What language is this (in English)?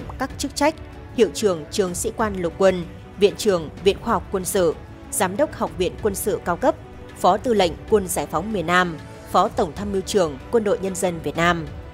Vietnamese